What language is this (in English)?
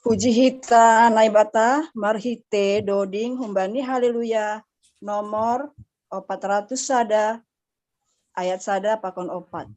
Batak Simalungun